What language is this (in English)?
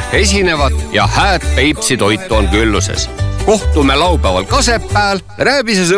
Estonian